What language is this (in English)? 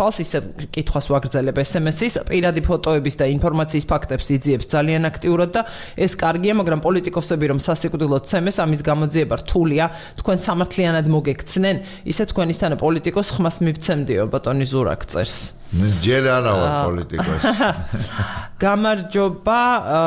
Georgian